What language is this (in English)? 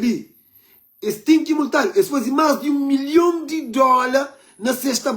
Kabuverdianu